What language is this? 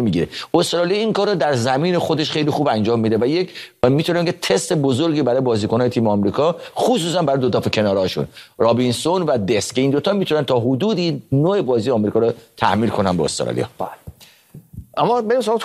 Persian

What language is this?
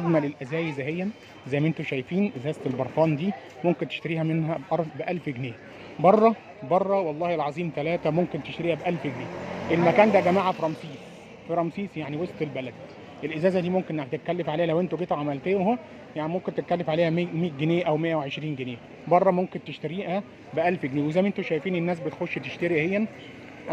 Egyptian Arabic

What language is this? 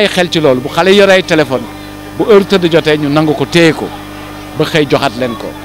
Wolof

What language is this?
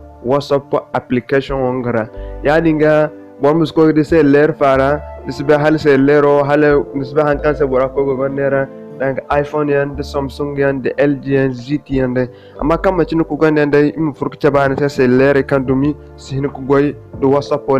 Zarma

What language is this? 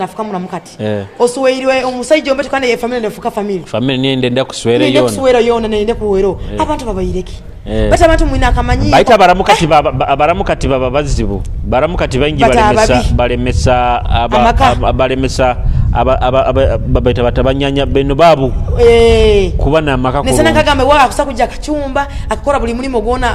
Nyoro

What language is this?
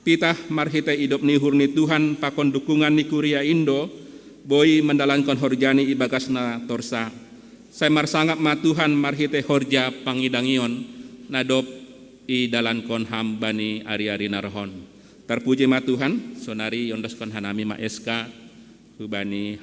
Batak Simalungun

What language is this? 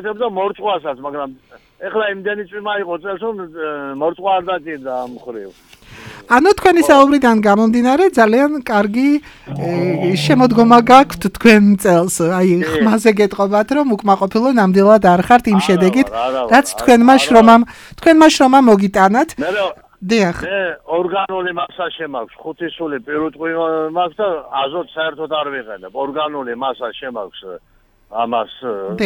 Georgian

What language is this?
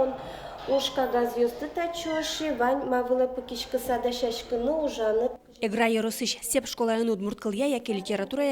Udmurt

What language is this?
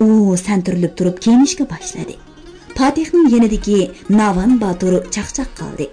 Uyghur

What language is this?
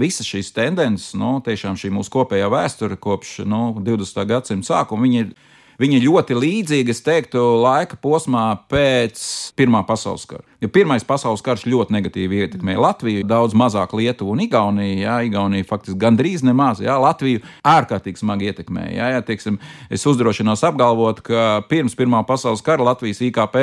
Latvian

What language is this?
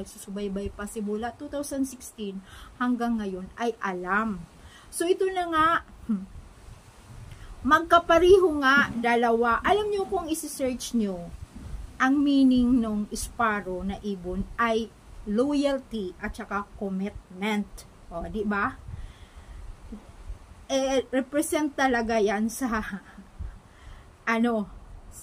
Filipino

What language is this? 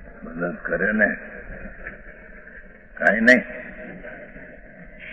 Gujarati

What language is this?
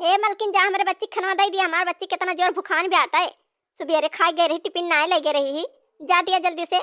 Awadhi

